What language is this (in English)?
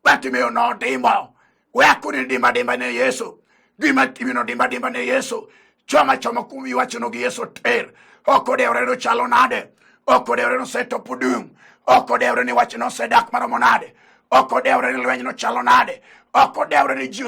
Luo (Kenya and Tanzania)